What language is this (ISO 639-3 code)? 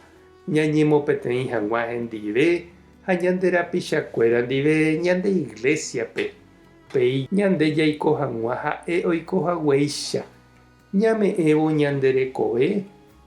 grn